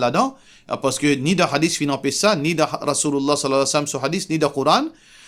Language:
Morisyen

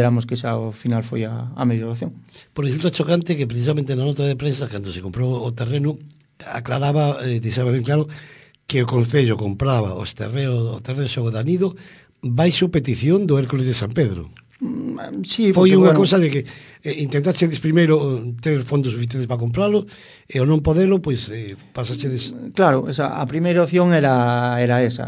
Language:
Galician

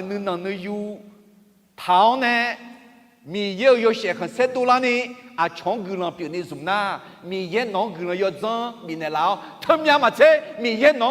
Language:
Akha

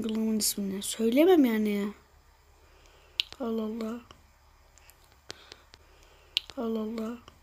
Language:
Turkish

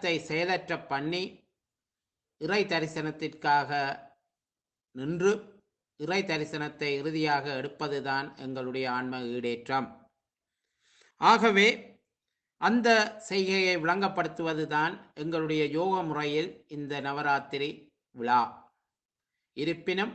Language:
Tamil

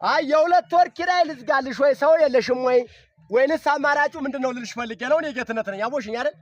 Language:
Amharic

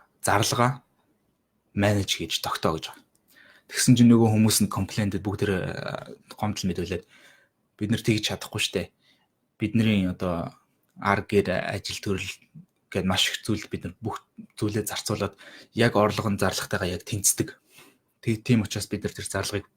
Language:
Mongolian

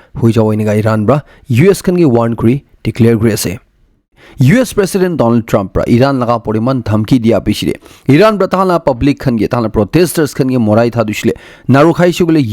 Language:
Naga Pidgin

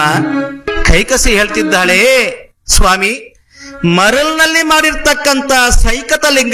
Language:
Kannada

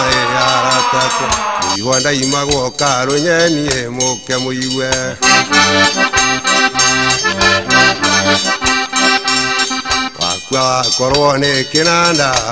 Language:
Kikuyu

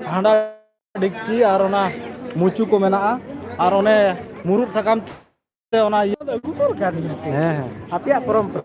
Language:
Santali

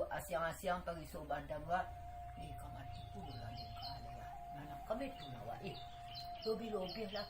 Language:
Minangkabau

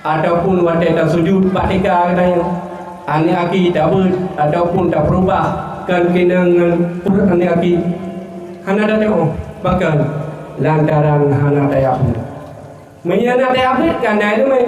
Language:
Achinese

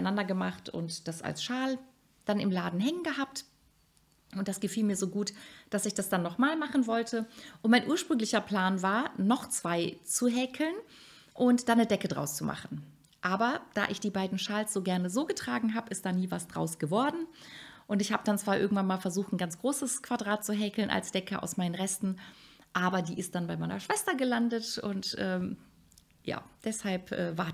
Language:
German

